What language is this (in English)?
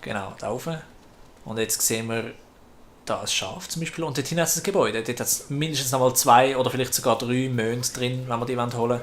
Swiss German